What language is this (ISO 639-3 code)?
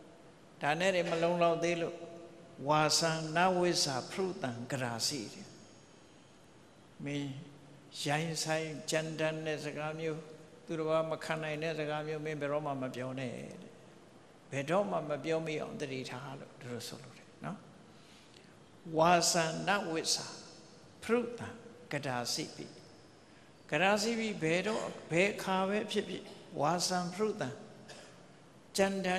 mya